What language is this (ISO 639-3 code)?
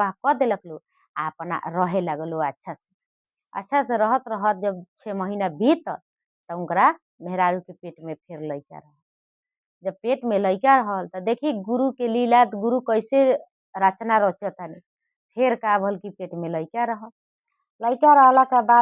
bho